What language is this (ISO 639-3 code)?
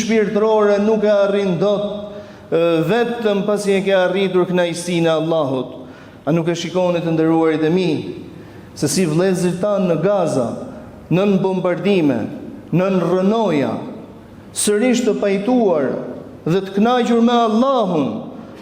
sqi